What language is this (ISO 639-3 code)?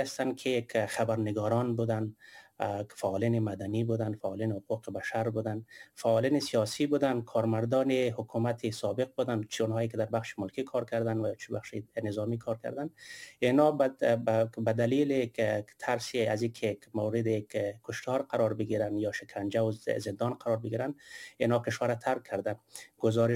fas